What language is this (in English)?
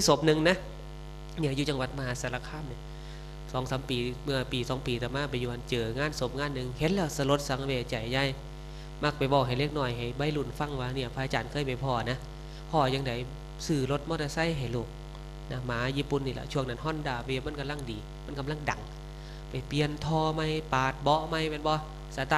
Northeastern Thai